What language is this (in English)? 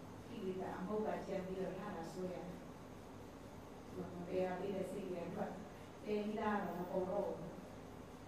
Burmese